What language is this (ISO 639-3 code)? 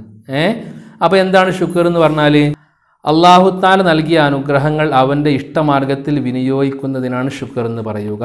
mal